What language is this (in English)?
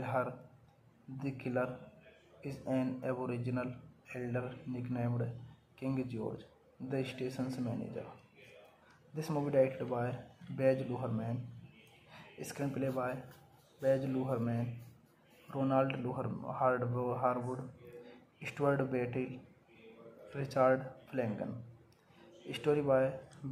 English